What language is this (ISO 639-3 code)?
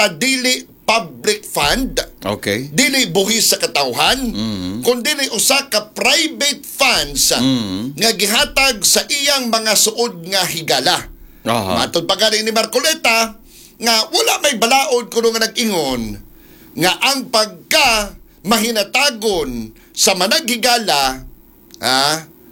ceb